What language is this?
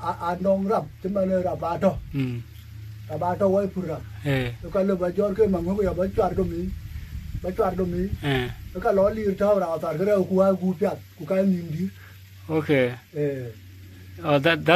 Dinka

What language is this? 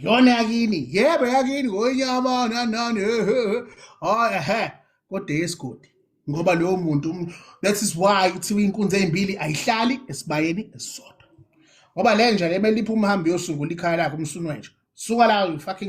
Zulu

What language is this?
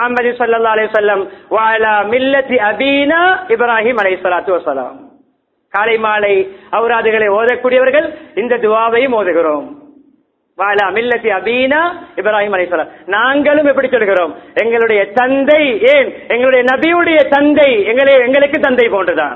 Tamil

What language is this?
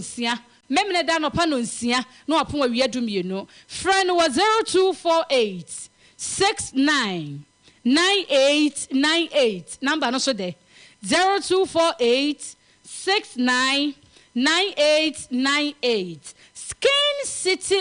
Akan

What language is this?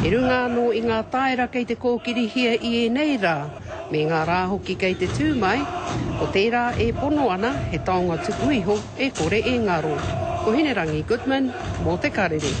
Māori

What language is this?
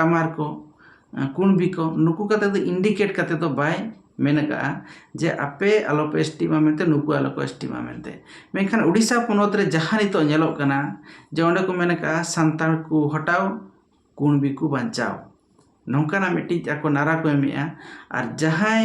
Santali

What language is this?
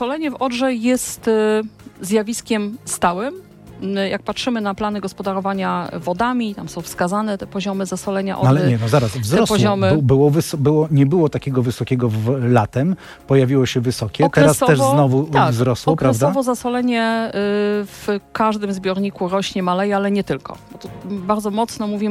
Polish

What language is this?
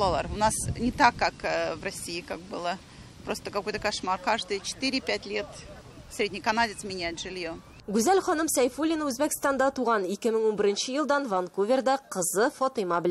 Tatar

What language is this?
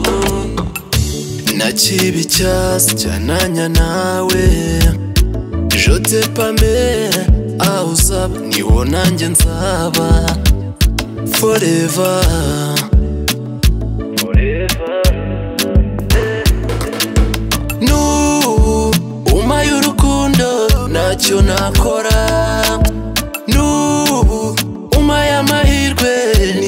Kinyarwanda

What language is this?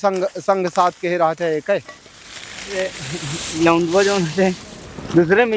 Awadhi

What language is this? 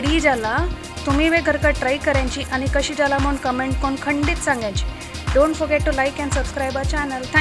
Konkani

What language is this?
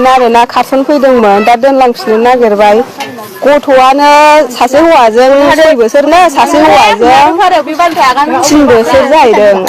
Bodo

